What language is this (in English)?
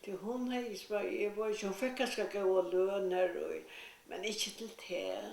Faroese